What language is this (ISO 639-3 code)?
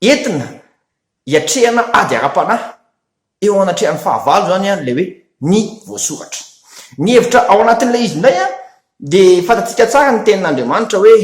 mlg